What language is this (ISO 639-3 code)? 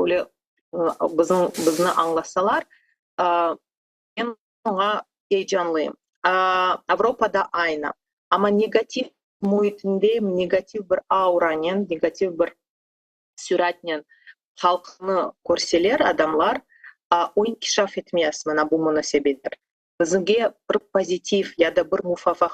crh